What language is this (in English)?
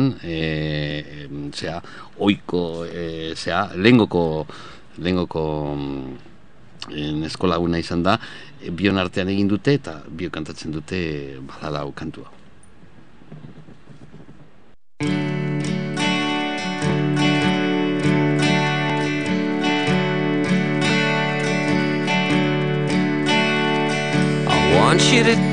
Basque